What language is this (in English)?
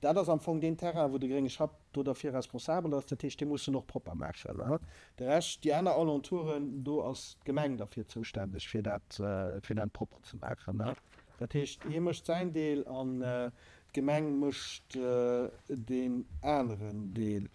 Luxembourgish